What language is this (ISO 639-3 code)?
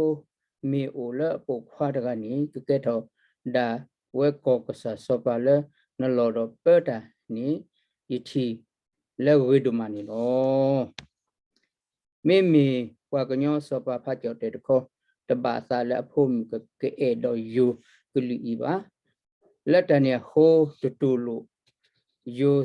ksw